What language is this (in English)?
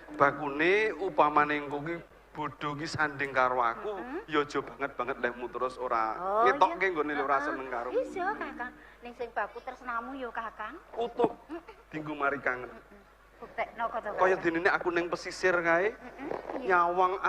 Javanese